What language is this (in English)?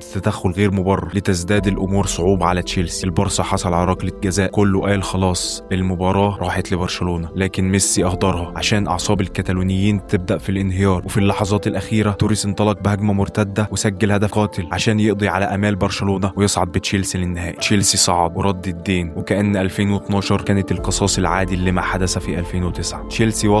Egyptian Arabic